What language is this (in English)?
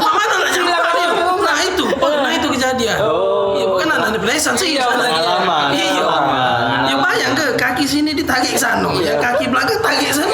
Musi